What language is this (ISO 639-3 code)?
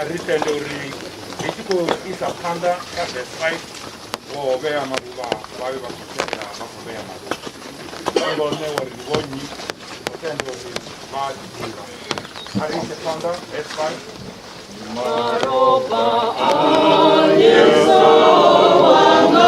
ven